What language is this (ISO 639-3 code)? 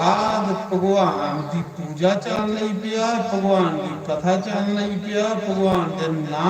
doi